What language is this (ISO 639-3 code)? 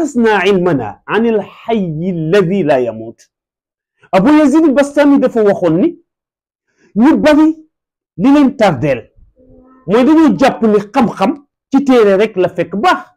wol